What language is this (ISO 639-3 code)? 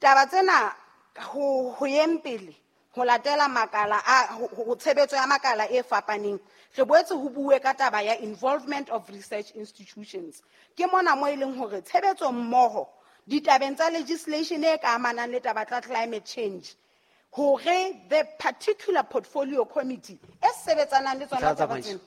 sot